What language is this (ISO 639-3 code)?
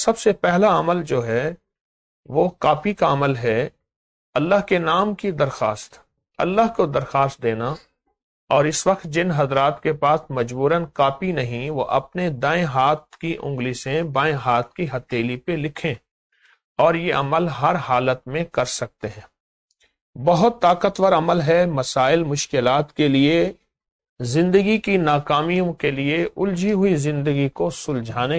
urd